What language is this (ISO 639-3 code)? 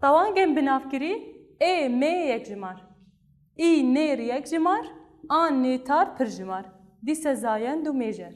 kur